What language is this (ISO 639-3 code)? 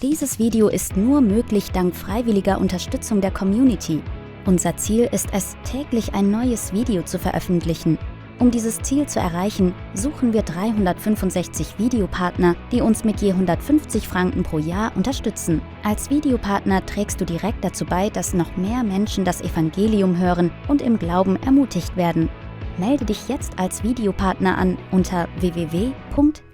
gsw